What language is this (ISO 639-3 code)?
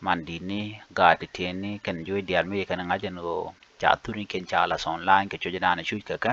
nus